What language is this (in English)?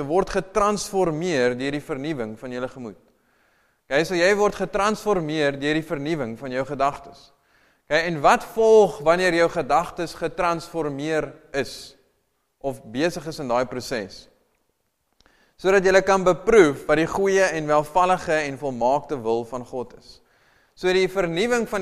Afrikaans